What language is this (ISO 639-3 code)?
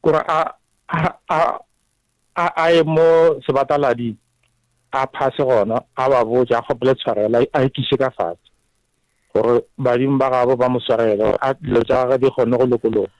nso